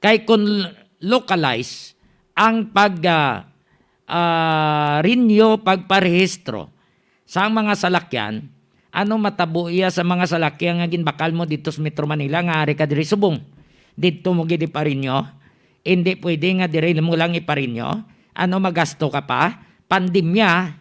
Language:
Hiligaynon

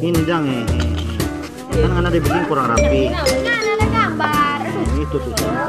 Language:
Manado Malay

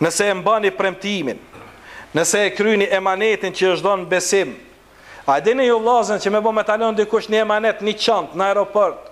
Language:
Albanian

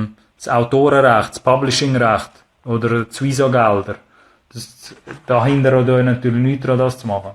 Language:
Swiss German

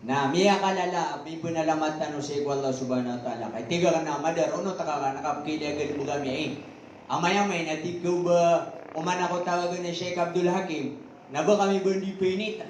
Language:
Maranao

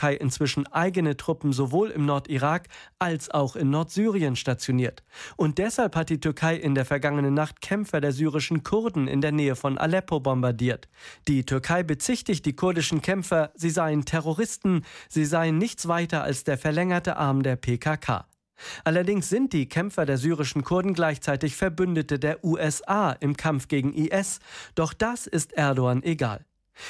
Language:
German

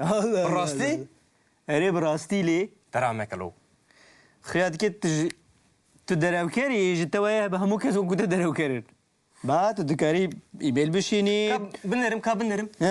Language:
Kurdish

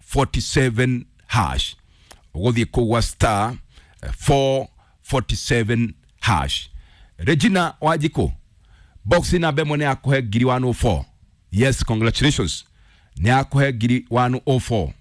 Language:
Kikuyu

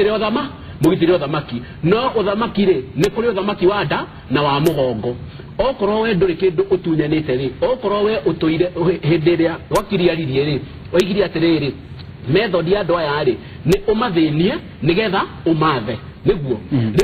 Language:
Kikuyu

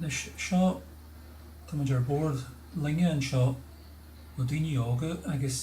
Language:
Irish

